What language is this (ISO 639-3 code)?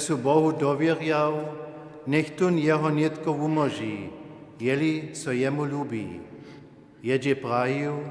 hsb